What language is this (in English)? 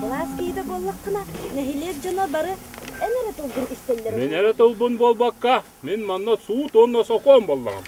Yakut